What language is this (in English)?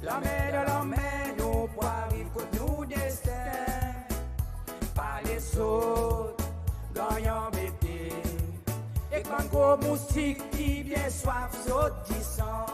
Seselwa Creole French